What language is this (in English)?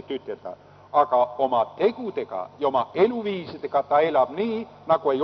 Estonian